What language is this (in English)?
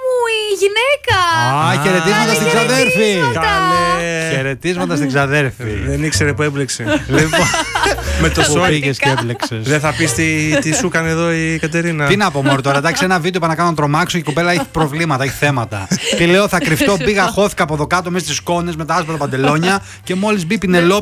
Greek